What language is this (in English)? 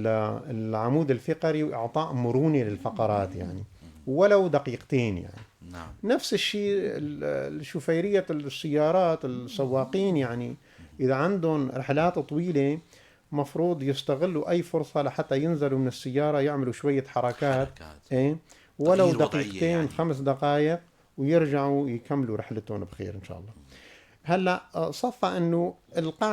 North Levantine Arabic